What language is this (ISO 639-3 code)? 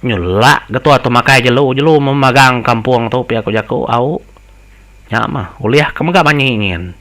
iba